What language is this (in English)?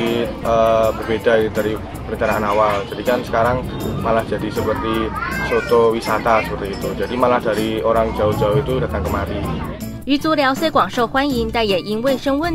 Chinese